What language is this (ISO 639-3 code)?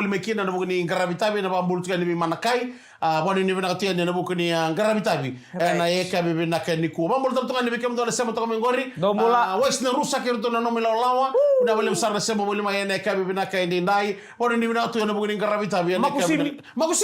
fij